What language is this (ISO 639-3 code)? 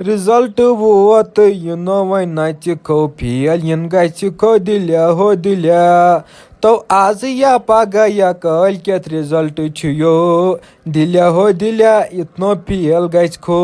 kas